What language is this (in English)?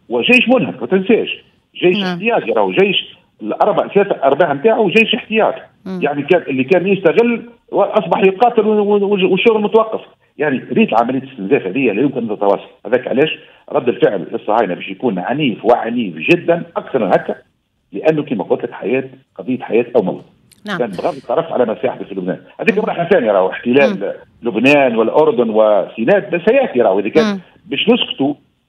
Tunisian Arabic